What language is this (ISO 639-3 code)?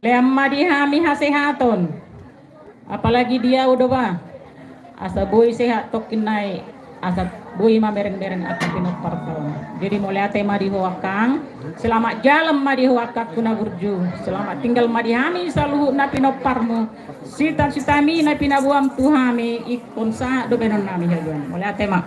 bbc